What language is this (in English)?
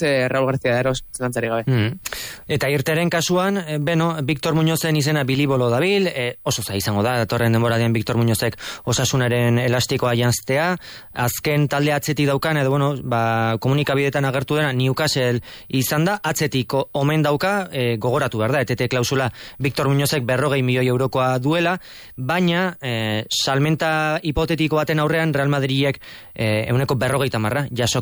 Basque